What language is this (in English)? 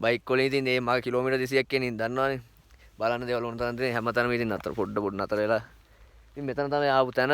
Sinhala